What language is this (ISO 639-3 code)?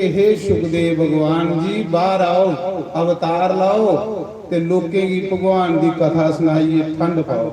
doi